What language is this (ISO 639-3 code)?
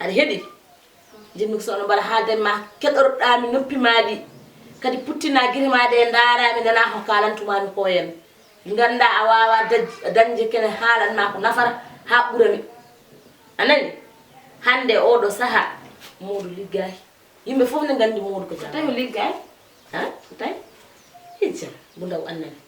ful